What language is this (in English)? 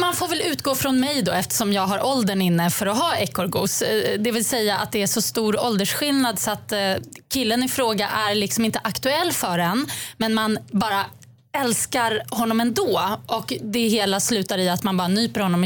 Swedish